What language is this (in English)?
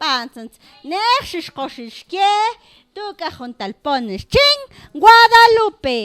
Mam